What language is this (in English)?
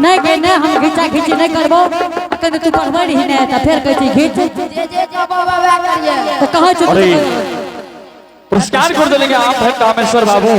Angika